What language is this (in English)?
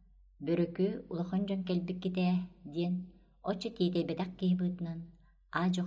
Yakut